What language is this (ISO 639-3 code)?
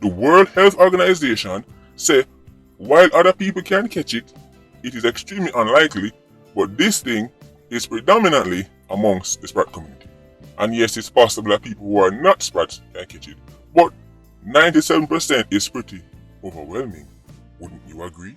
jam